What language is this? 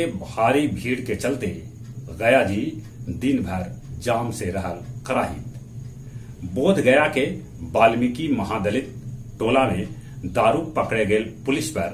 Magahi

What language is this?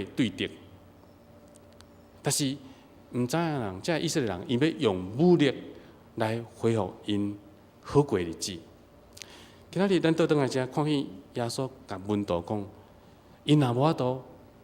Min Nan Chinese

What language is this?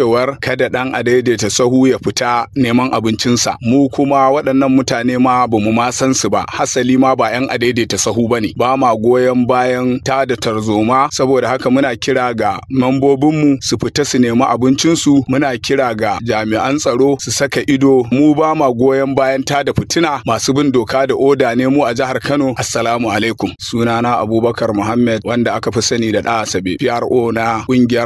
Hausa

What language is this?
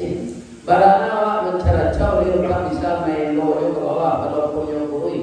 Minangkabau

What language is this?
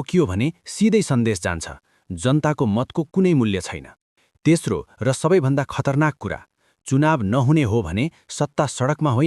Nepali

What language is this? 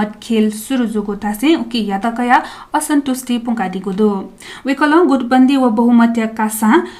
Newari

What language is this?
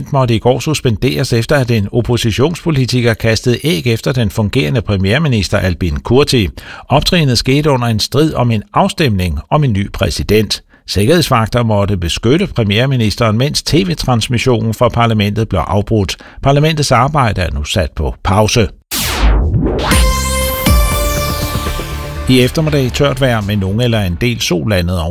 Danish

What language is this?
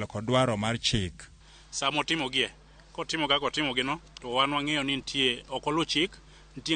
Luo (Kenya and Tanzania)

